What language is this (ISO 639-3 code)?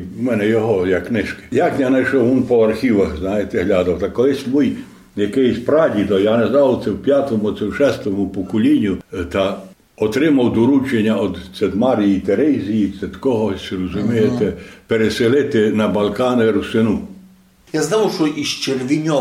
rue